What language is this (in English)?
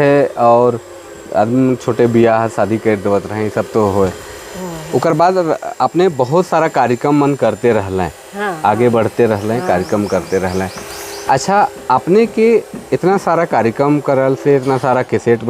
Sadri